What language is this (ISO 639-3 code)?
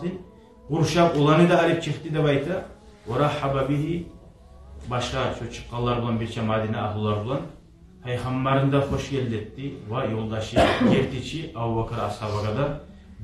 kum